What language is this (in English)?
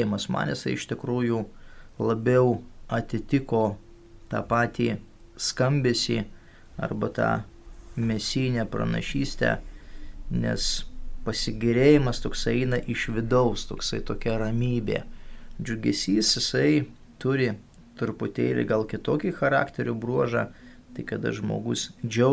Lithuanian